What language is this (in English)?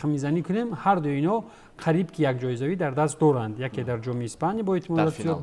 Tajik